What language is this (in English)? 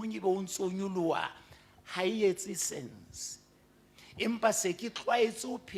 Southern Sotho